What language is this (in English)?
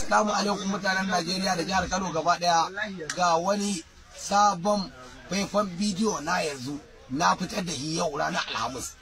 Hausa